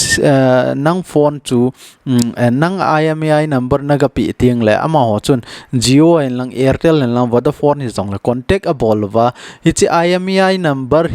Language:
Thado Chin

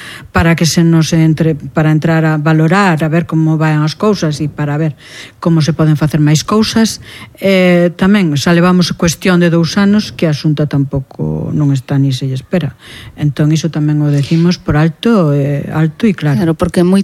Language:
Galician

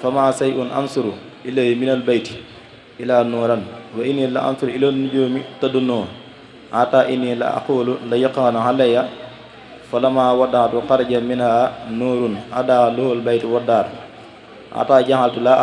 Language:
Wolof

